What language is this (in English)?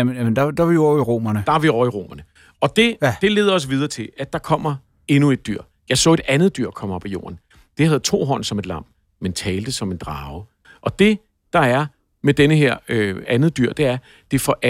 Danish